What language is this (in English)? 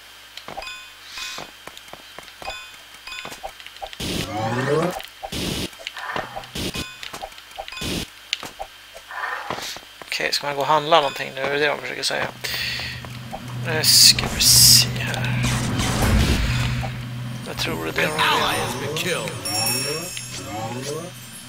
Swedish